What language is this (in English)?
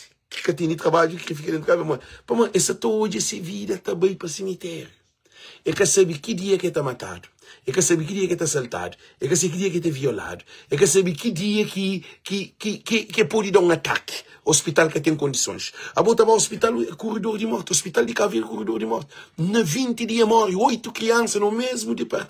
Kabuverdianu